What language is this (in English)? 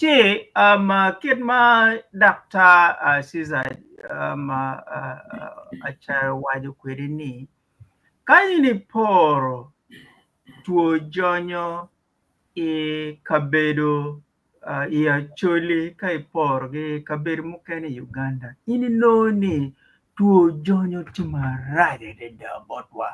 Acoli